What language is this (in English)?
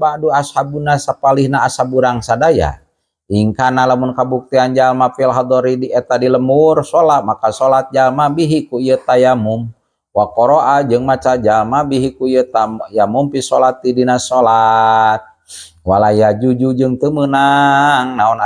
Sundanese